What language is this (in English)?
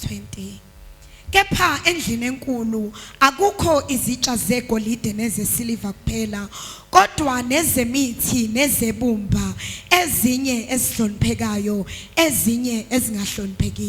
Zulu